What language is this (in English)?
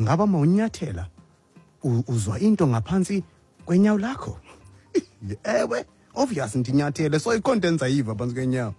Xhosa